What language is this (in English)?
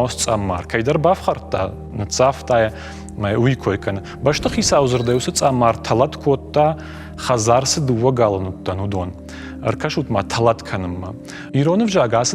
Ossetic